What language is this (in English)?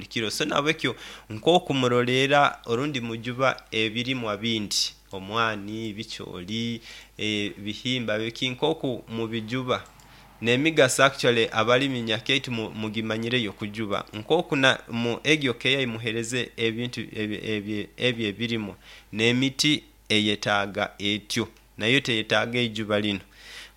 Nyoro